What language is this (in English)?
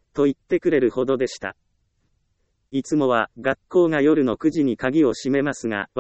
Japanese